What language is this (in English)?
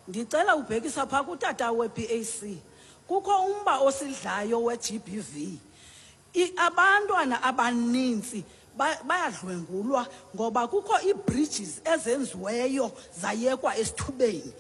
Xhosa